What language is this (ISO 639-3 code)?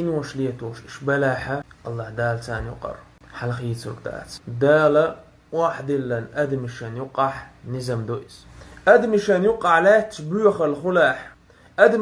che